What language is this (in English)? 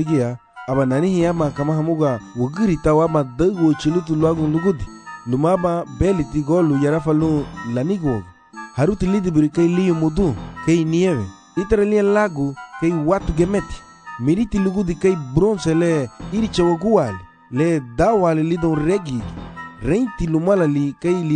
Garifuna